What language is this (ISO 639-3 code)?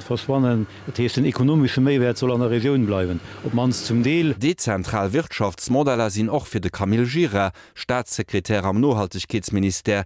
ltz